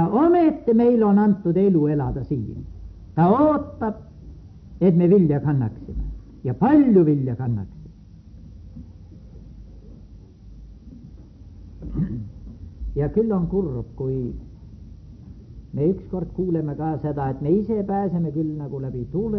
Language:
Estonian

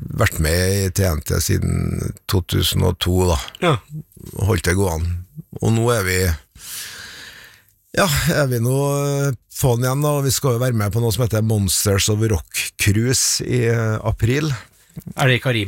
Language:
Norwegian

